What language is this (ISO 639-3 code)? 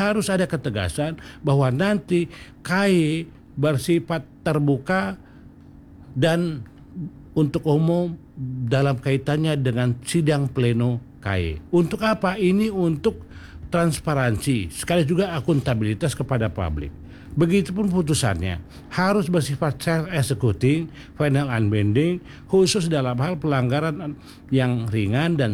ind